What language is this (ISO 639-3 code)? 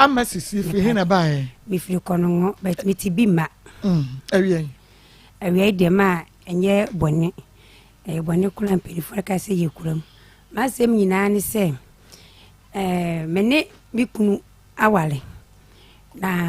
aka